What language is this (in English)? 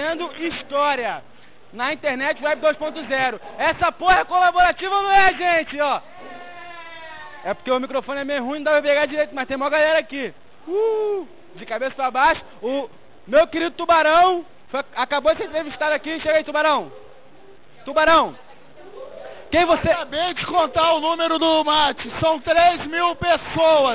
Portuguese